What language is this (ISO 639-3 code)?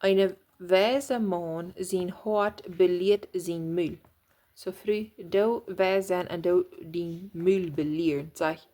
pdt